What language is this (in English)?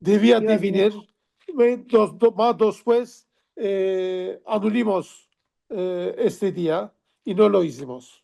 Ladino